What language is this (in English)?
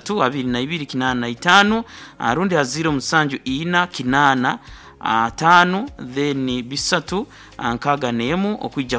Nyankole